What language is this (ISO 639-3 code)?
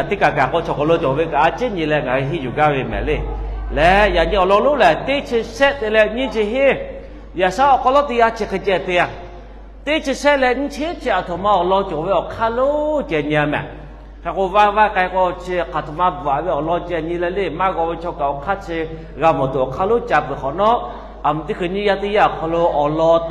lhu